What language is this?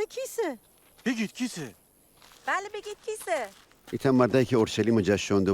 Gilaki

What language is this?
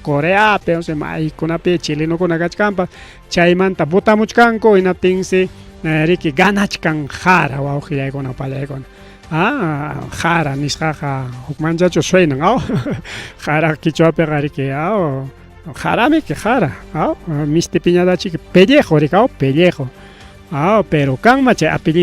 Ayacucho Quechua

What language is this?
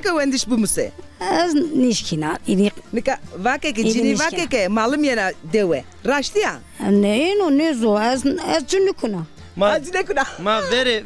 Zaza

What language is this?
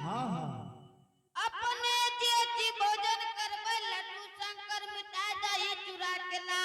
Angika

